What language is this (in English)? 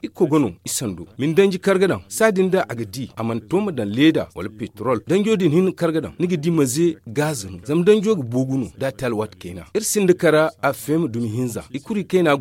Zarma